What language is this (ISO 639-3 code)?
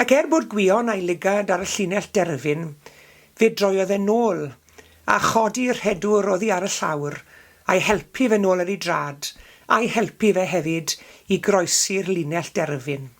cym